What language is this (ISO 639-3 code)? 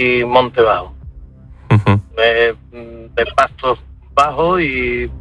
spa